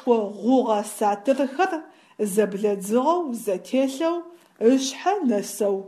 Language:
Adyghe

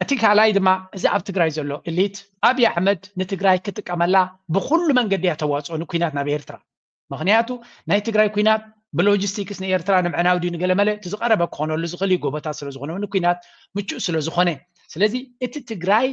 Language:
Tigrinya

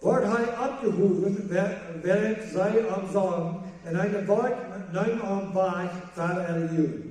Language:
Plautdietsch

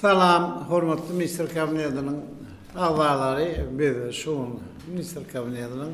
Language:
Turkmen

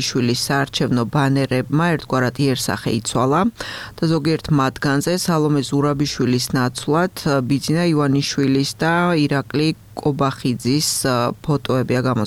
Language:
Georgian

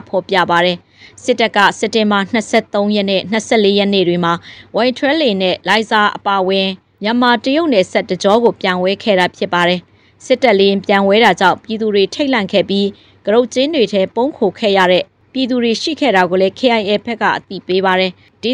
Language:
Burmese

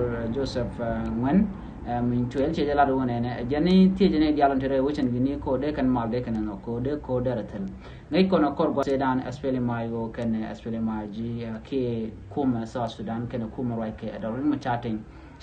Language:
Nuer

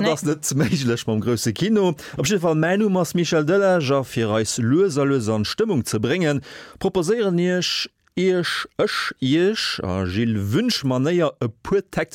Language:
Luxembourgish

